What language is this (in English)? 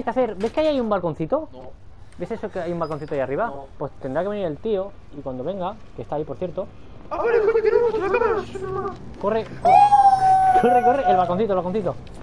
Spanish